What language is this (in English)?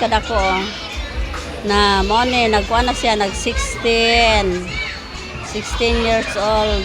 Cebuano